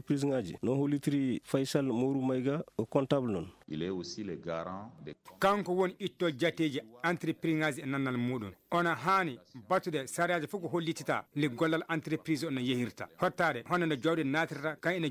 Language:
Fula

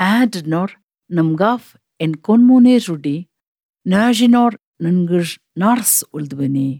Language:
Albanian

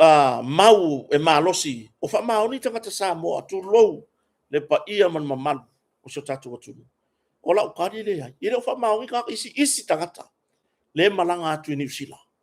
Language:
Samoan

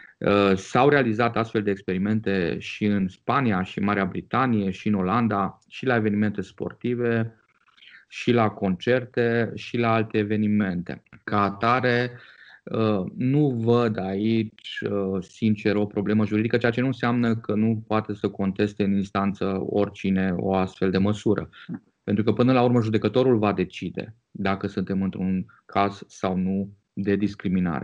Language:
Romanian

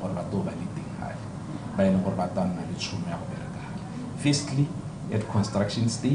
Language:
Tswana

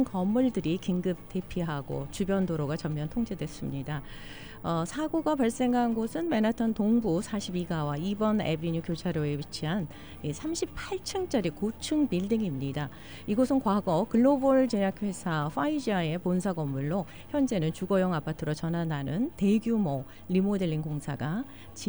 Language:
Korean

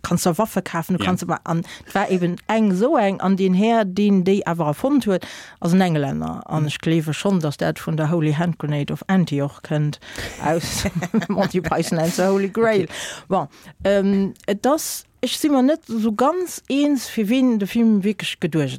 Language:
Luxembourgish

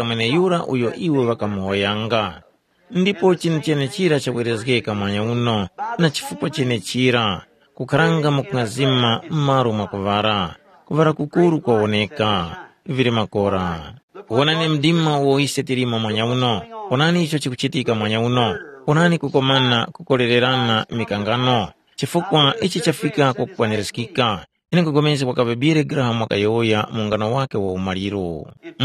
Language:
Tumbuka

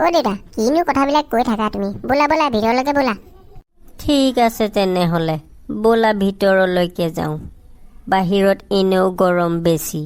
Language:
Assamese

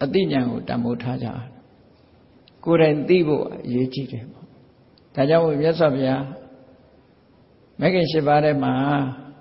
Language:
Burmese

